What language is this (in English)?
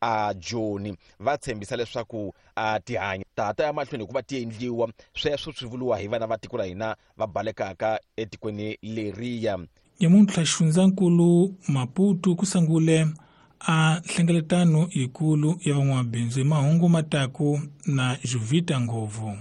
Tsonga